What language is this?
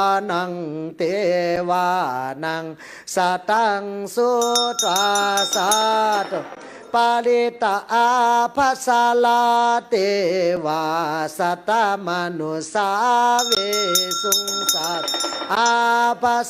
Pali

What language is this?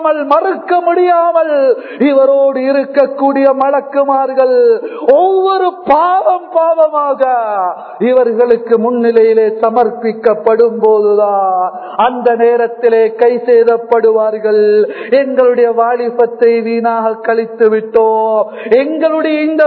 Tamil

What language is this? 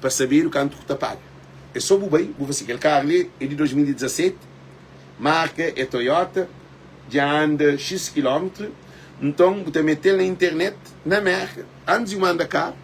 Kabuverdianu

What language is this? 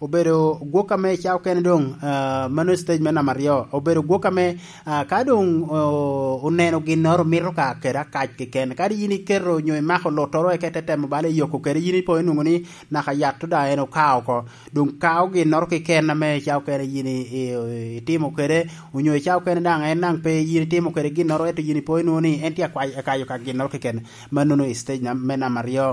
Lango (Uganda)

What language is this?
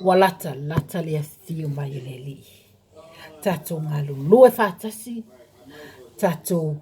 Samoan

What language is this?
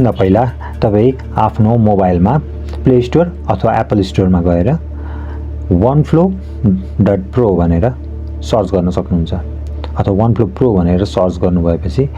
Nepali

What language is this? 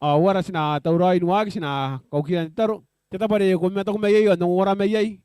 Gilbertese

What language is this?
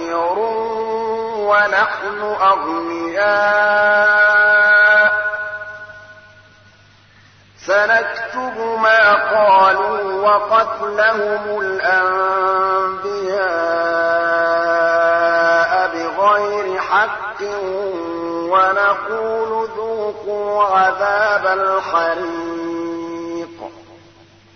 Arabic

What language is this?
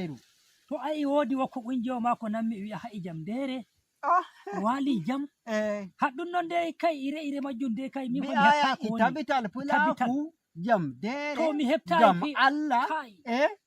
Nigerian Fulfulde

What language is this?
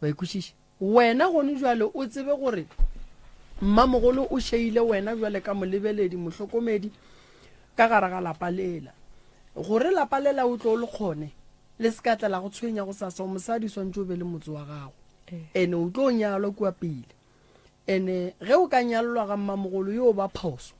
Northern Sotho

